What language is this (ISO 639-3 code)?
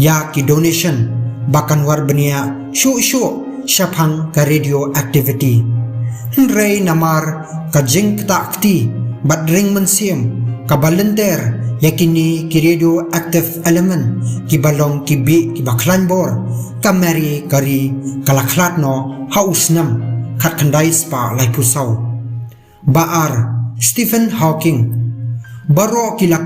kha